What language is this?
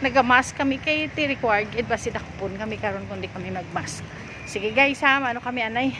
Hiligaynon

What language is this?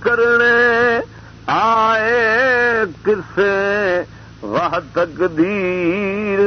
Saraiki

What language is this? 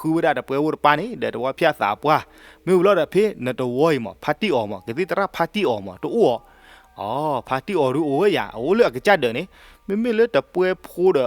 S'gaw Karen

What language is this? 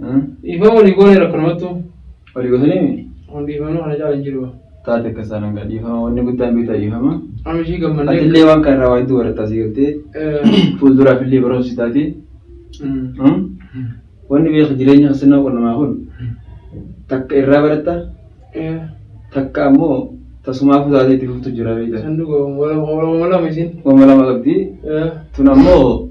Oromo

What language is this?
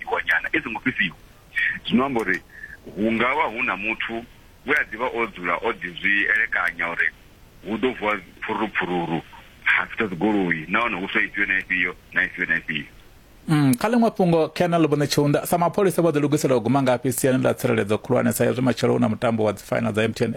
Venda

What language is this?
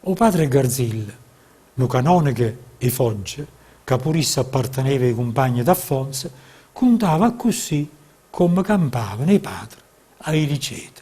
Neapolitan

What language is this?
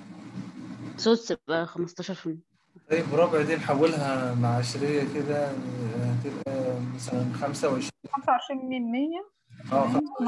Egyptian Arabic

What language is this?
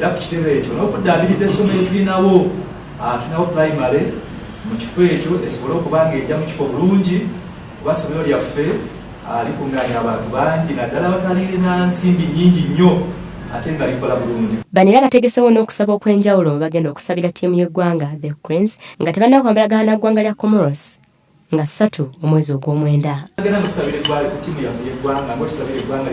Ganda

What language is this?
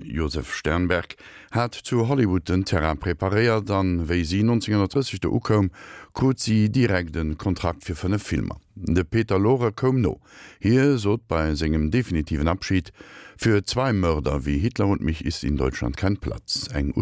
Luxembourgish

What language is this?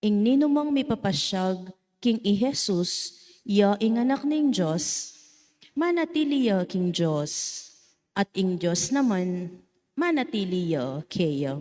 Pampanga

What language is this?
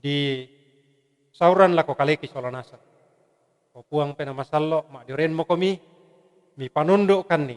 Toraja-Sa'dan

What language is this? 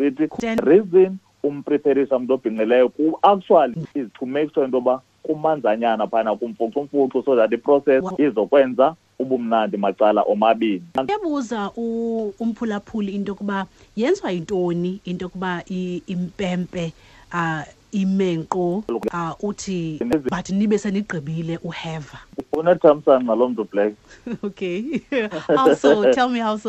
Xhosa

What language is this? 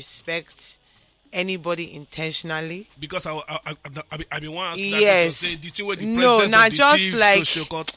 Nigerian Pidgin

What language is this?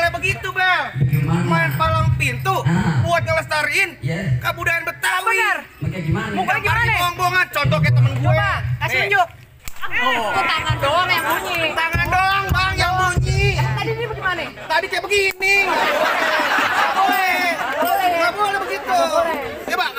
Betawi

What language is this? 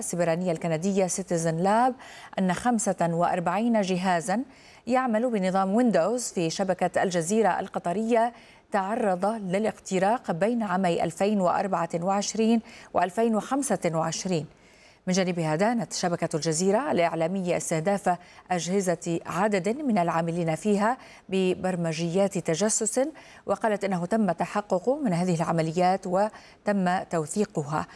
Arabic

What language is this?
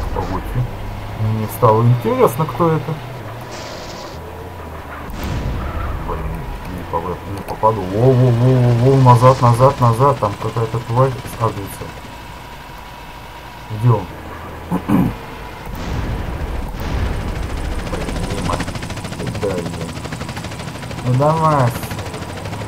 Russian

